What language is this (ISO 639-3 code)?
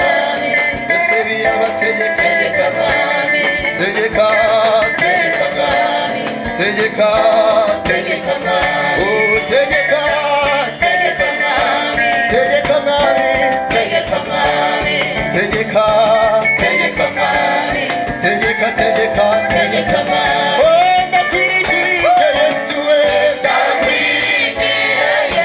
kin